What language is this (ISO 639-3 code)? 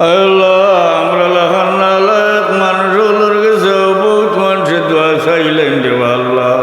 syl